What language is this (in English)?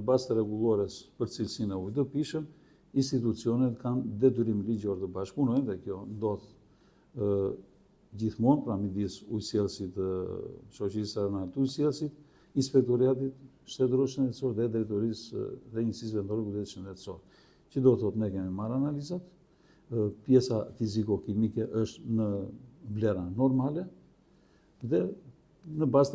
Albanian